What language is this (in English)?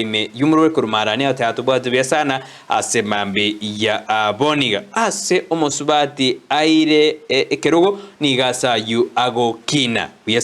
Gusii